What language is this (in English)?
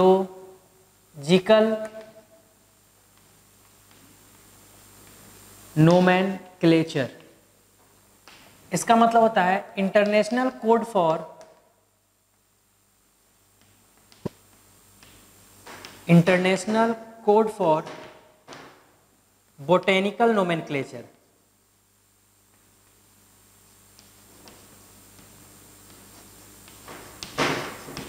Hindi